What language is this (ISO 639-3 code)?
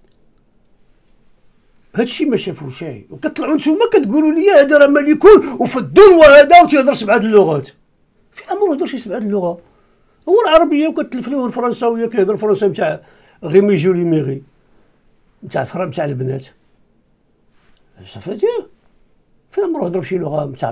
ary